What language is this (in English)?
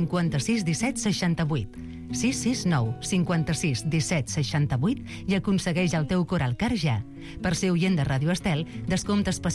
Catalan